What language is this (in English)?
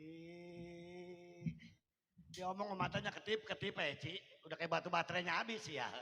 Betawi